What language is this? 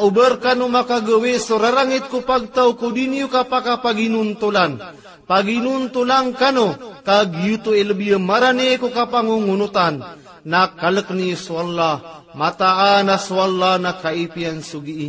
Maranao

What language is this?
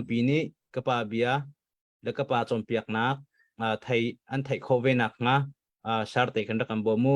Hakha Chin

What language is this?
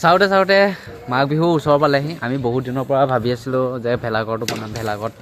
Assamese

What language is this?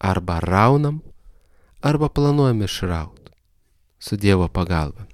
Lithuanian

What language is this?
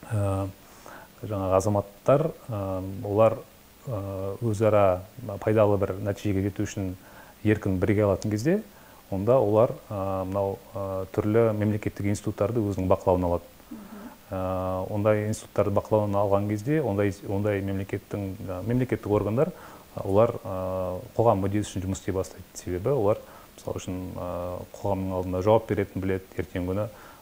Kazakh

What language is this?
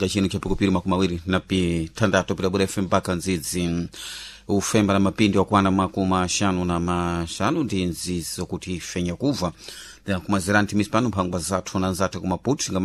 Sena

